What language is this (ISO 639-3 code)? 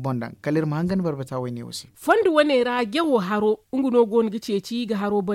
dje